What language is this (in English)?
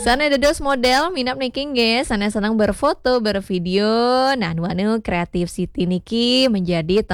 Balinese